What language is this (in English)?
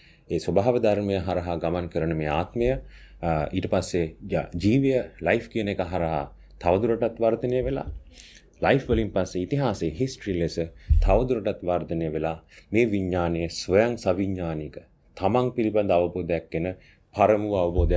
Sinhala